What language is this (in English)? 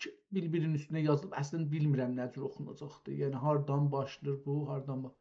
South Azerbaijani